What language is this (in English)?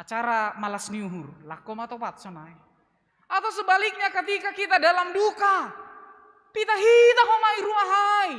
Batak Simalungun